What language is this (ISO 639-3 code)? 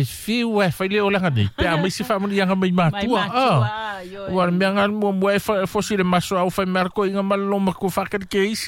smo